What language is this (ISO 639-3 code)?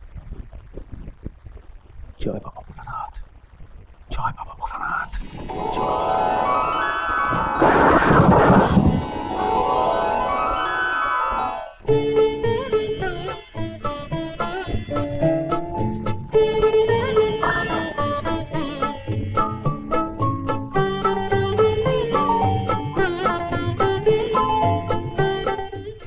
ben